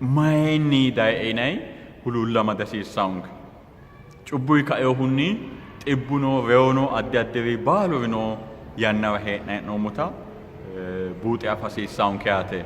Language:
Sidamo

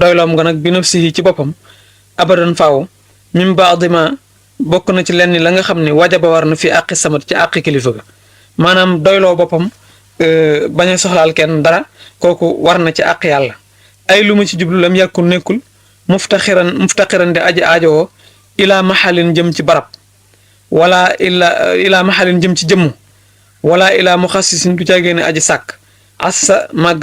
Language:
Wolof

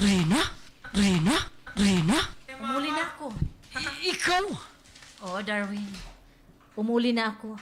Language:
Waray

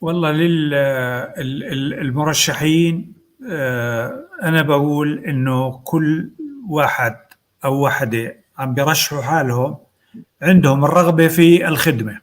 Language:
North Levantine Arabic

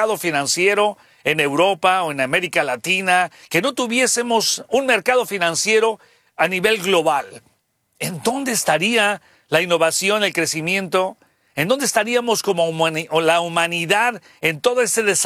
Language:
Spanish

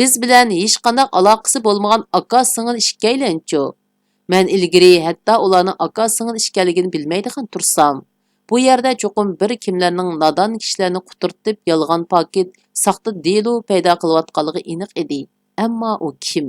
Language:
Uyghur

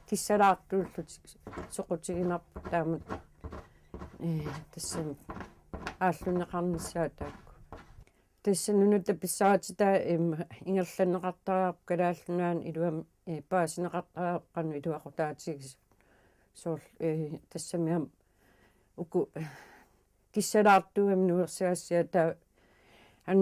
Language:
Kalaallisut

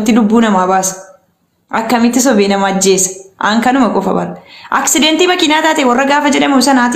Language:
Oromo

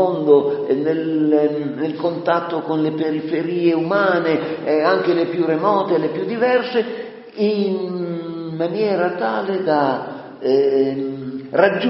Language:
Italian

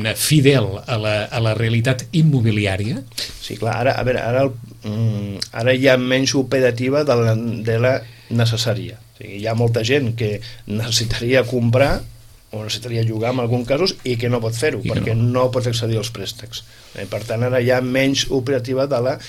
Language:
Catalan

